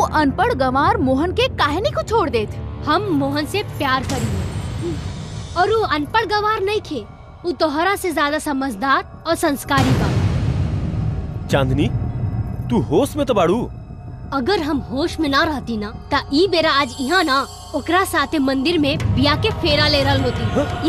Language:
Bhojpuri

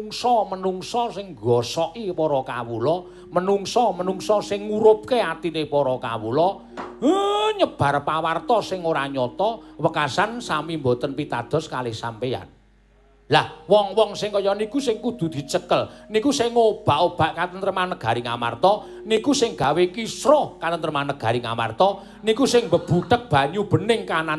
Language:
Javanese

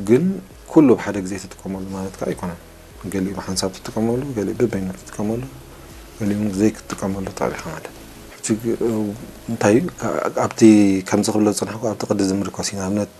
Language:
Tigrinya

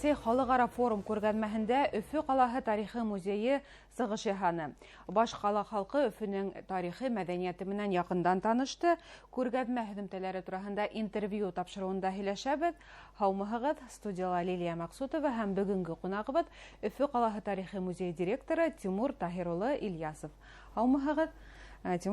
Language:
Bashkir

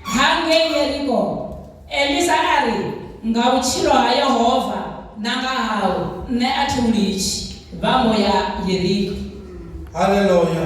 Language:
Venda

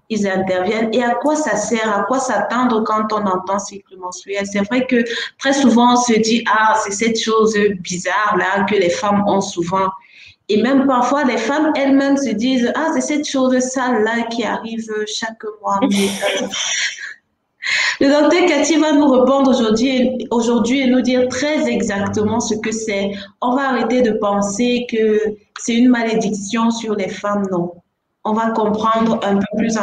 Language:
French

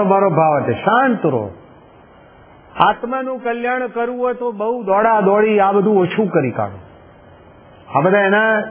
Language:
Gujarati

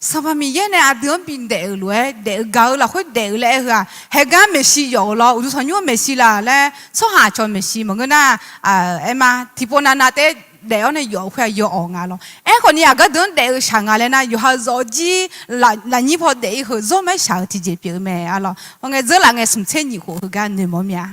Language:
Akha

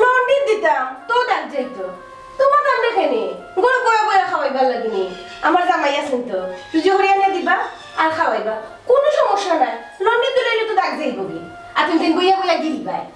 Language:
Sylheti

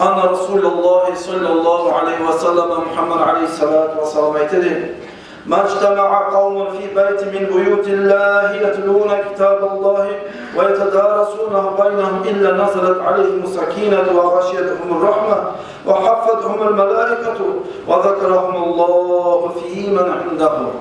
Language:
Kumyk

